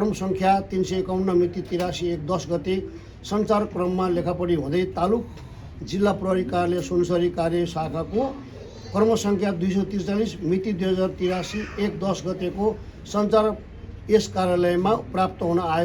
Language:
Nepali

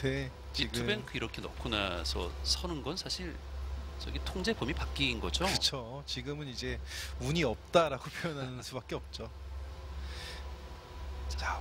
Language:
Korean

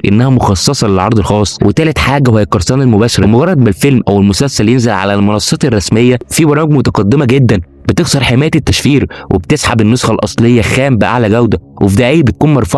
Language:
Egyptian Arabic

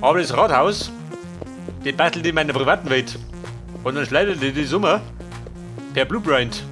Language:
Bavarian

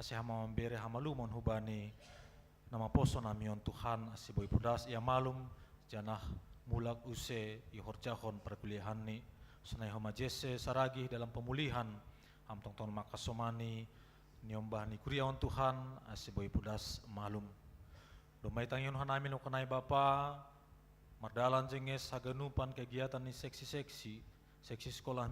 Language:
Batak Simalungun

